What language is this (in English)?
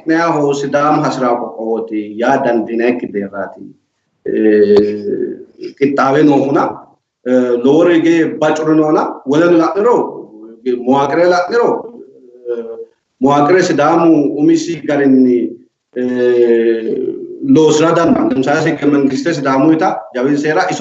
Sidamo